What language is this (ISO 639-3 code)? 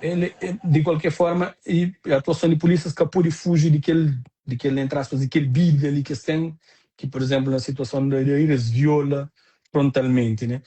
kea